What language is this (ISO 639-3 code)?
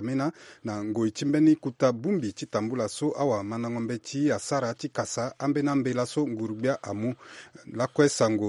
sag